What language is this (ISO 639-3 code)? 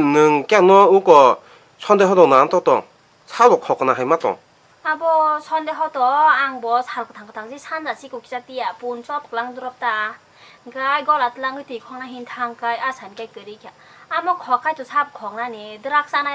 trp